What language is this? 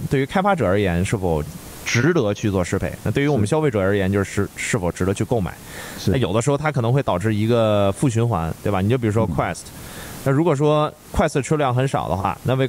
Chinese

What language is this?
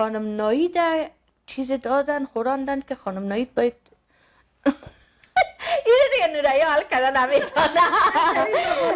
Persian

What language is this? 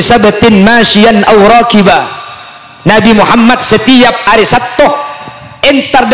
Madurese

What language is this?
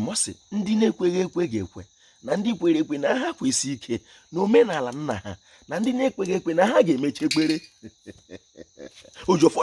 Igbo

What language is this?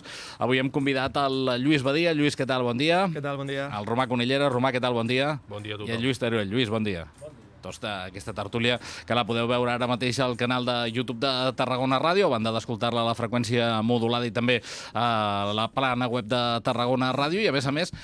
Catalan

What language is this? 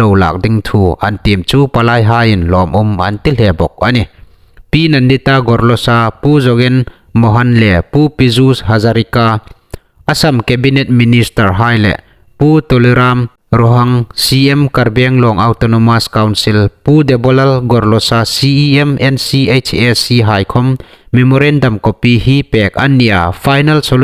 Hmar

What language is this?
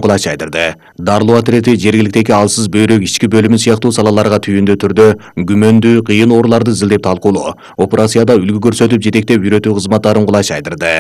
Kyrgyz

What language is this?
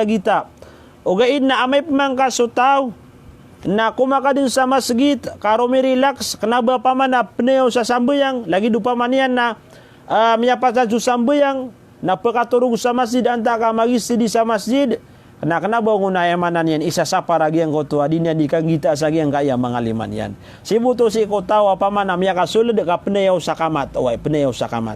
Maranao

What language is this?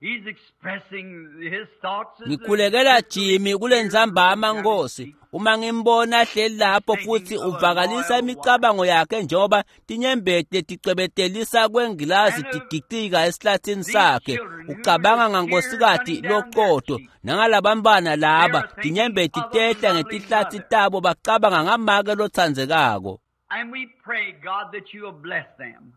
Swati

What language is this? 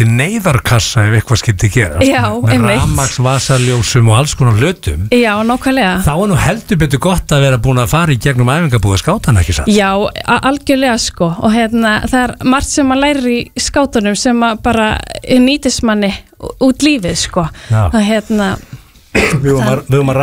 Icelandic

